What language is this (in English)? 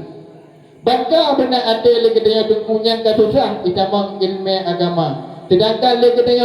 Achinese